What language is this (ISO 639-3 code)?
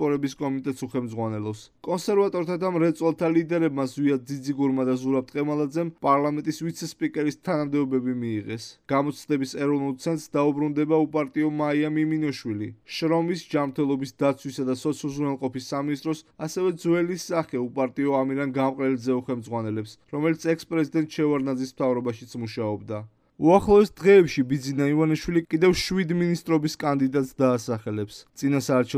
kat